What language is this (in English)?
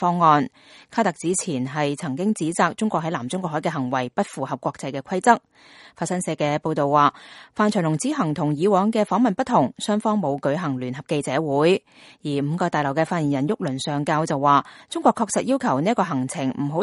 Cantonese